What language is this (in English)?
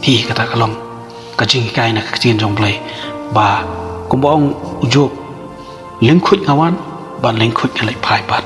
Khasi